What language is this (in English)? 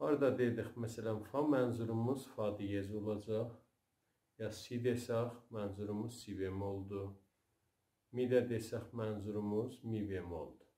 South Azerbaijani